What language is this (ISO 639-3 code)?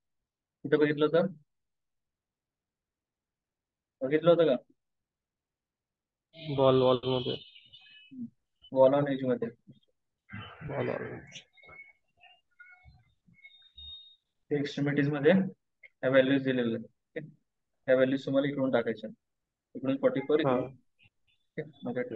mar